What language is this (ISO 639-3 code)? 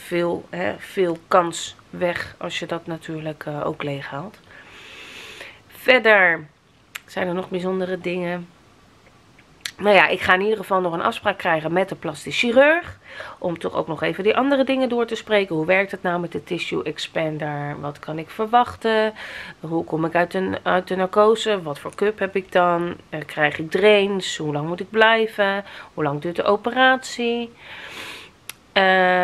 nld